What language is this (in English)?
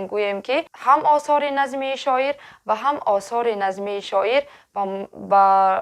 Tajik